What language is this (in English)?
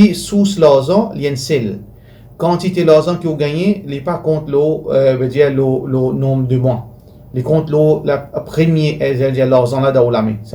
Morisyen